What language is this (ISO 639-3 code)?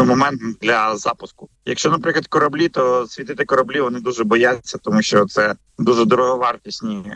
ukr